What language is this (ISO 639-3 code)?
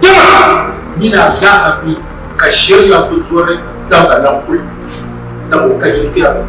dag